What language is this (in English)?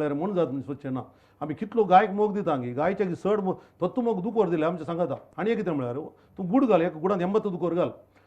Konkani